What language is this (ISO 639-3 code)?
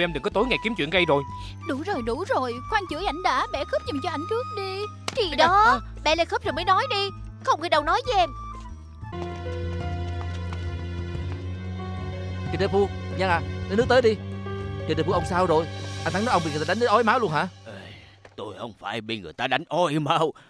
vie